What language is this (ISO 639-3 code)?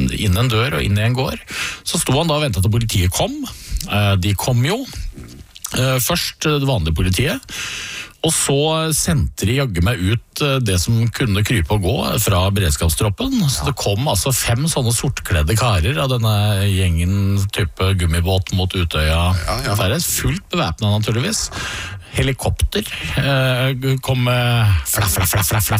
nor